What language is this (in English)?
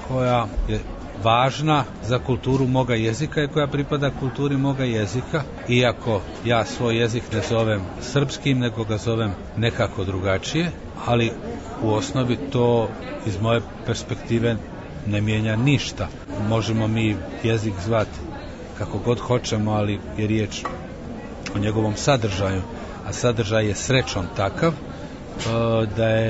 Serbian